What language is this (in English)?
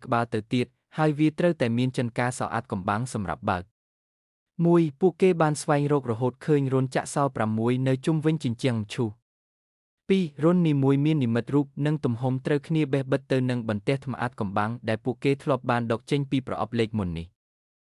Khmer